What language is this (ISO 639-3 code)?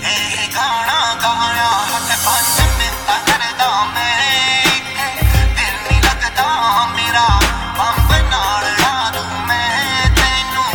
pan